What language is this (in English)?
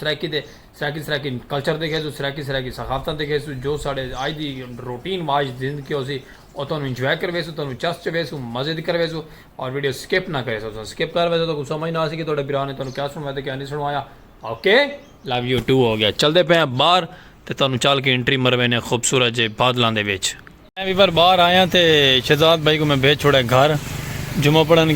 Saraiki